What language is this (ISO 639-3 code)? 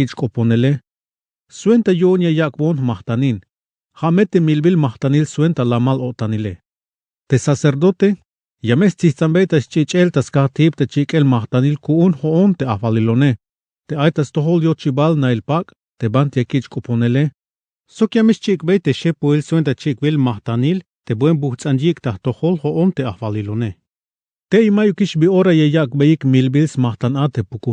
tzh